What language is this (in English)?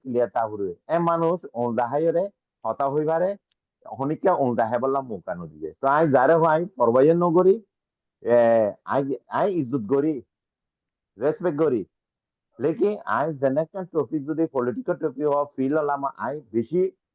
Rohingya